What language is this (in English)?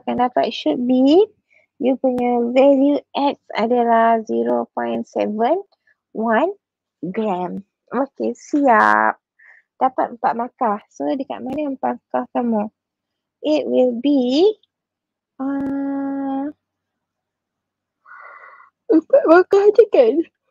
Malay